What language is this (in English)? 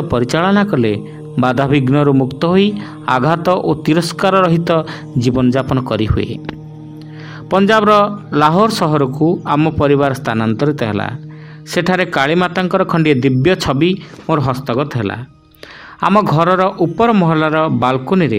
Odia